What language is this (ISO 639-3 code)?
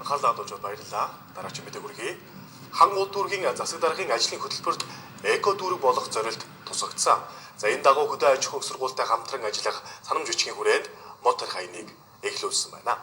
mon